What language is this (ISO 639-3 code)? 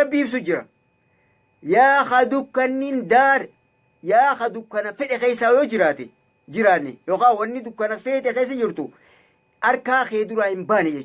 orm